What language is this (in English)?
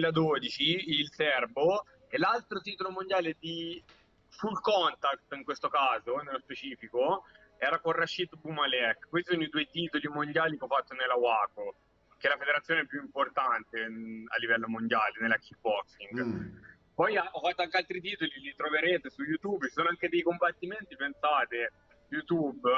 Italian